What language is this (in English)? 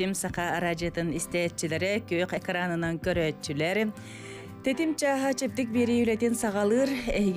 Yakut